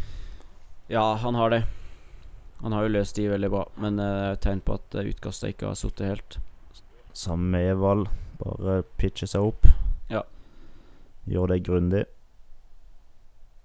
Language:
Norwegian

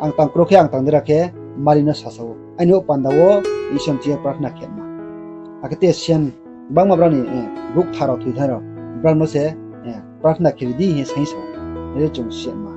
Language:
Riang (India)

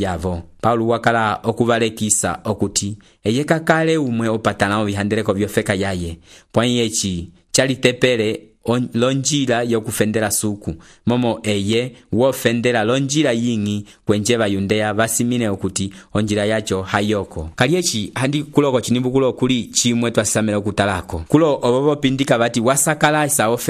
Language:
Umbundu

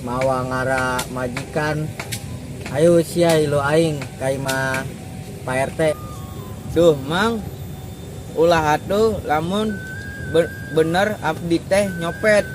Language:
Sundanese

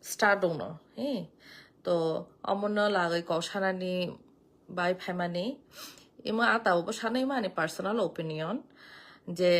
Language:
Kok Borok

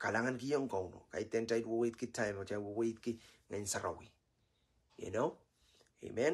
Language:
Pohnpeian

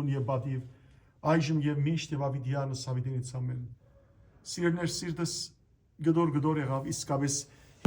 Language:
Western Armenian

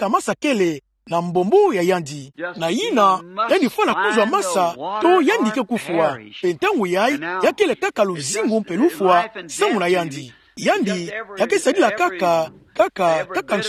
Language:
Kituba (Democratic Republic of Congo)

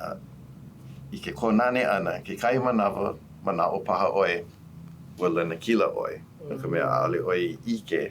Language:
Hawaiian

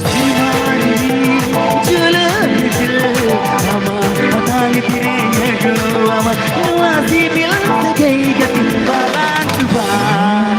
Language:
Santali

